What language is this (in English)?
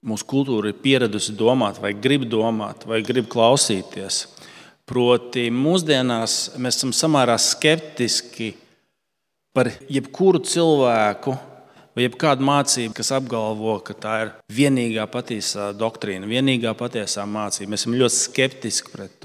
Latvian